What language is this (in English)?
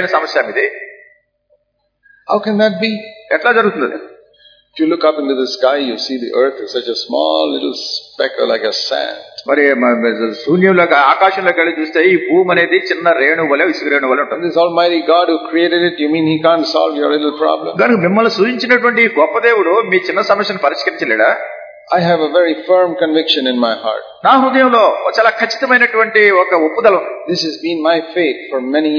Telugu